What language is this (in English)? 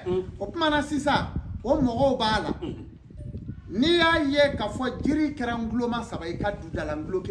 Bambara